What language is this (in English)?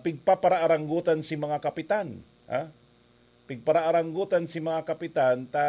Bikol